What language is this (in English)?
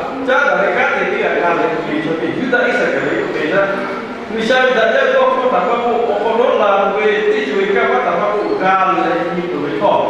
Lahu